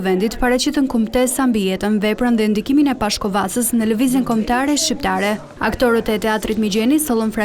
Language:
Albanian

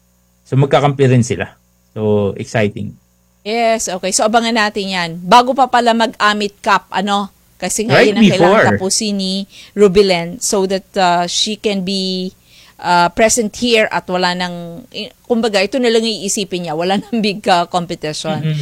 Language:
Filipino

